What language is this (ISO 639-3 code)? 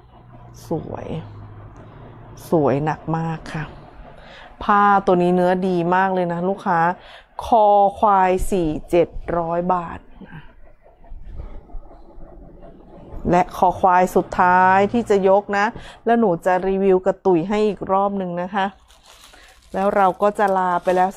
tha